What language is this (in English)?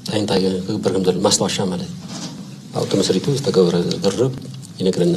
Tigrinya